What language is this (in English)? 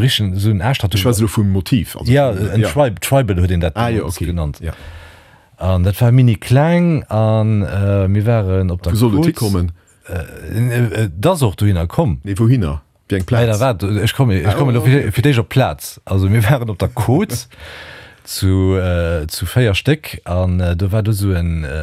Luxembourgish